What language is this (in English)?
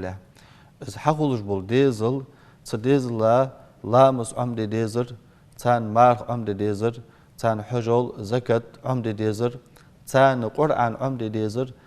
Ingush